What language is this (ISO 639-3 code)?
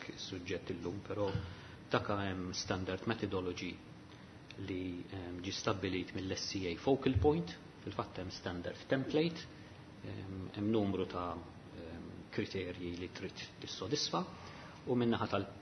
mlt